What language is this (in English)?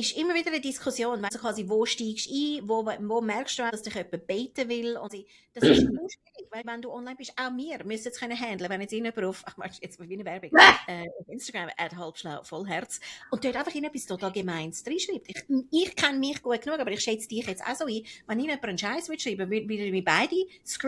Swiss German